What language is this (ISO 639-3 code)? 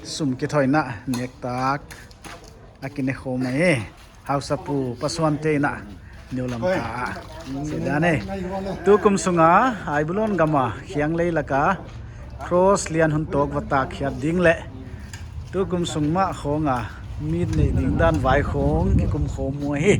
pck